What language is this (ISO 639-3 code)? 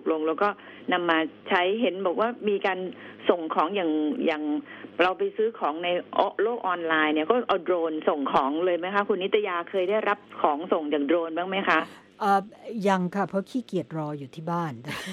tha